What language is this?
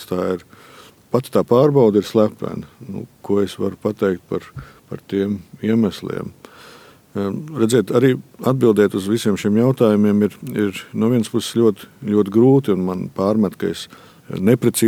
Latvian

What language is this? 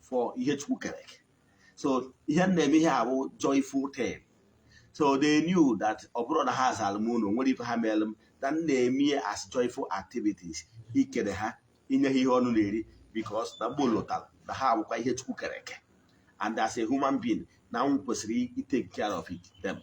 Igbo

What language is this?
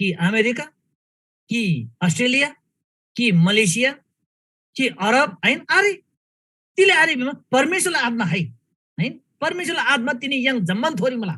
Eastern Tamang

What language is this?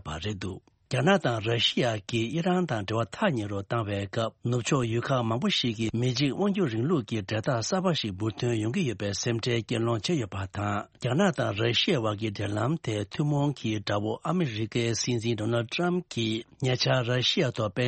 Tibetan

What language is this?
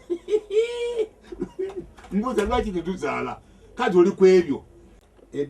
Ganda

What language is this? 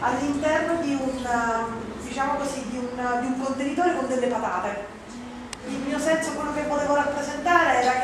Italian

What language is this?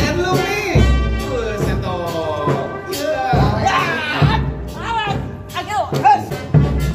Betawi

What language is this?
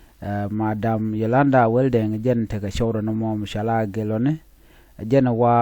Nuer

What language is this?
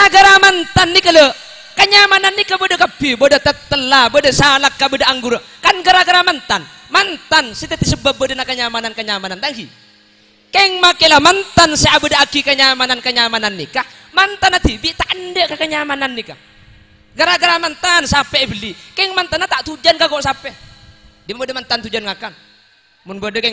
Madurese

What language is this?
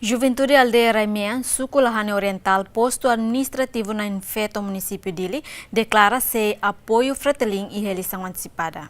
Tetum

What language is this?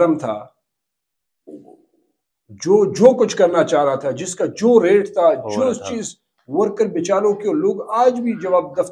Urdu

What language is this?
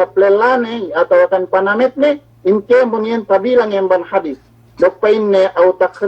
Yakan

